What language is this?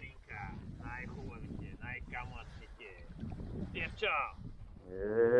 Bulgarian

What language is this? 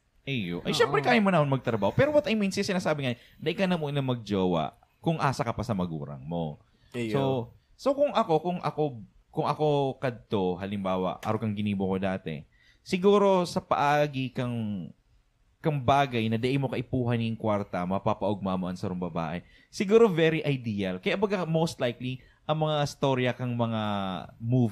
Bikol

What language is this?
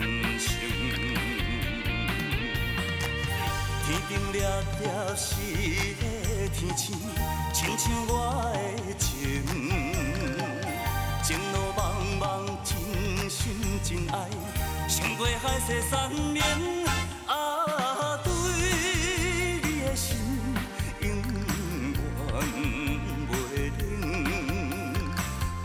Min Nan Chinese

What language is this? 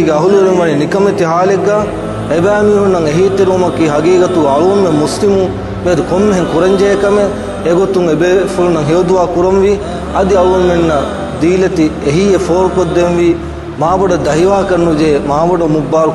Divehi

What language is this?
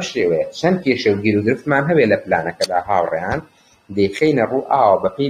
Central Kurdish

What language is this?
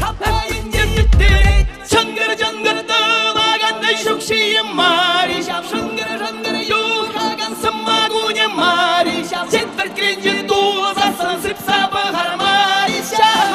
Chuvash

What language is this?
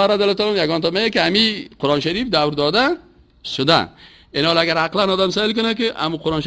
Persian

